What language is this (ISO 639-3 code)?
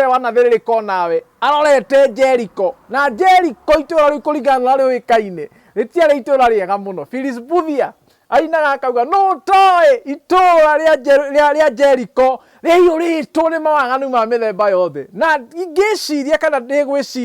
kik